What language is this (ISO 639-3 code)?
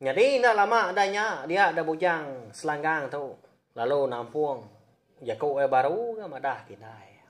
iba